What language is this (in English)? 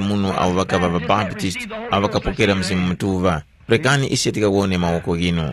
Tumbuka